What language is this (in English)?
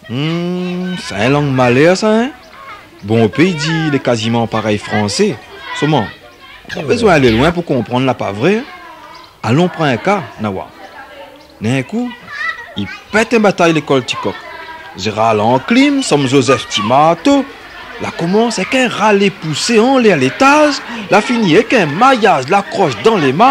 Réunion Creole French